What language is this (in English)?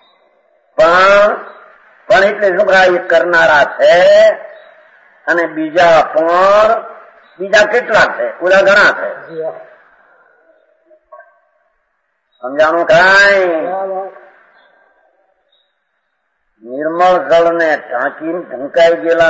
Gujarati